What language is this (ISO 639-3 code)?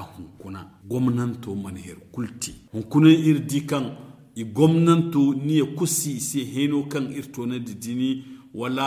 dje